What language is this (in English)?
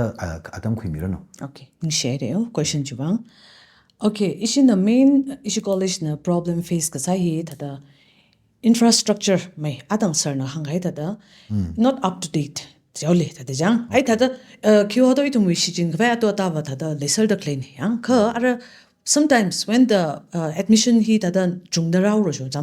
Tangkhul Naga (India)